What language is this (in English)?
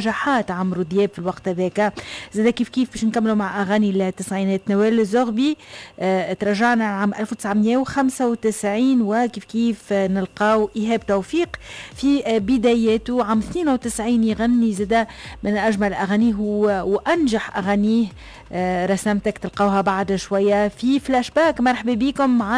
Tunisian Arabic